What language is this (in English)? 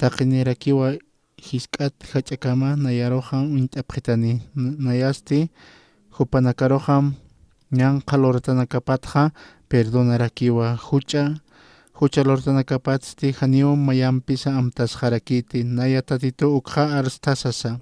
Aymara